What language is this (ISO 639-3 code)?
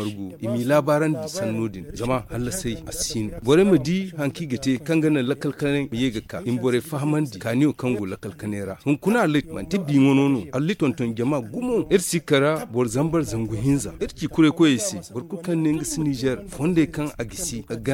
dje